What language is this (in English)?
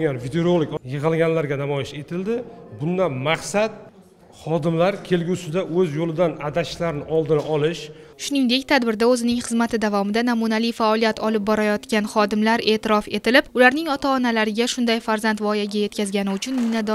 Uzbek